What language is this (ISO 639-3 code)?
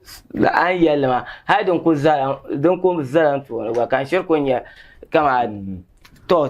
dag